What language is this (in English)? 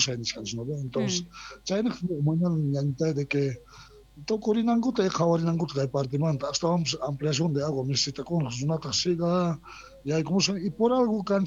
South Bolivian Quechua